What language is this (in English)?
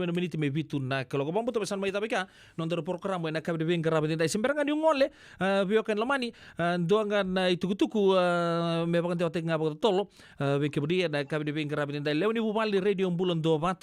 Fijian